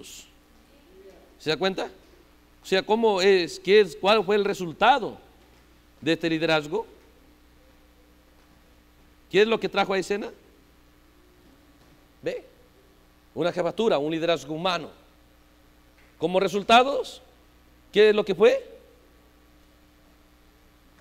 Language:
Spanish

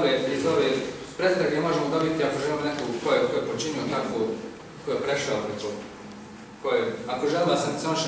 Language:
Bosnian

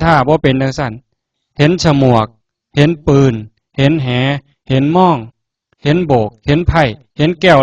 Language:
Northeastern Thai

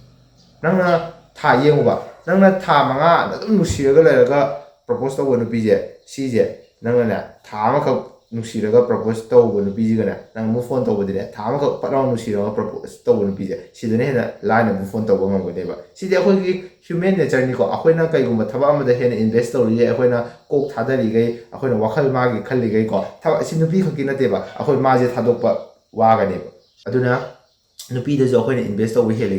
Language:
Manipuri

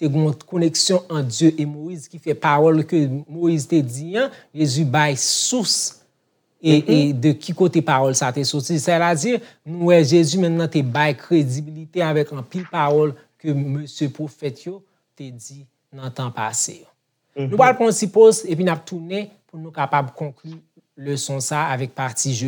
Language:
Haitian Creole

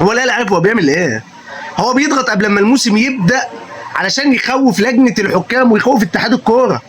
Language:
Egyptian Arabic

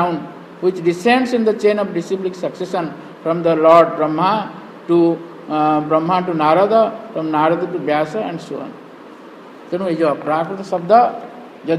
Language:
Odia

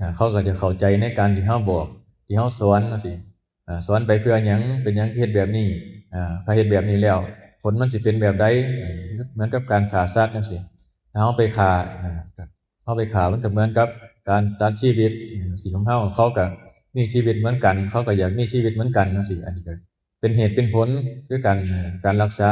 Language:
Northeastern Thai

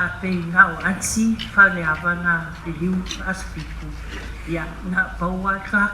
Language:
Samoan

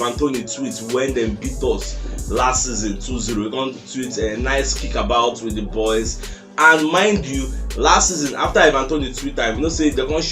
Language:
Nigerian Pidgin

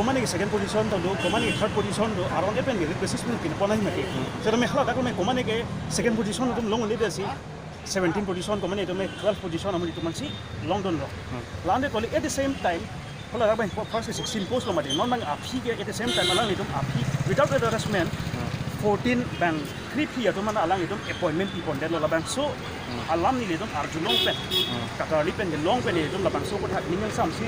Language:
Karbi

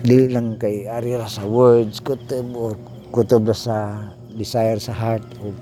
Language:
Cebuano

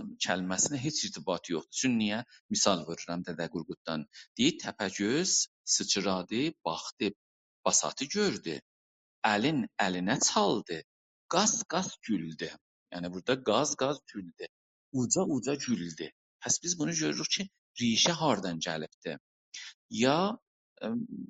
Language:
South Azerbaijani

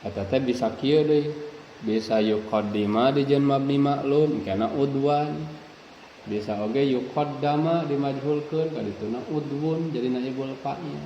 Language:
Sundanese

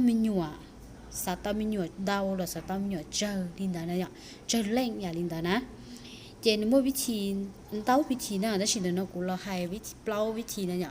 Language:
Hmong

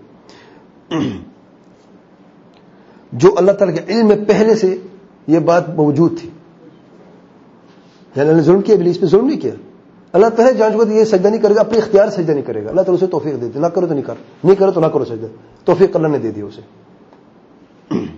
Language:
Urdu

